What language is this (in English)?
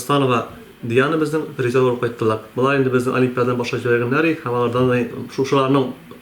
Tatar